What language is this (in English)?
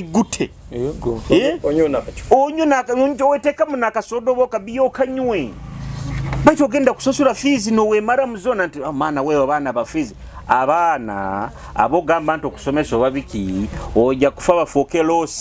Nyoro